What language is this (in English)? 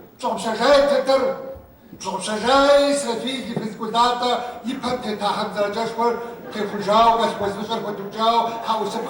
Kabardian